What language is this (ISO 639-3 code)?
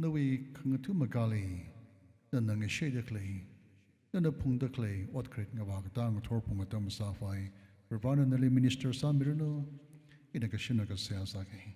nmf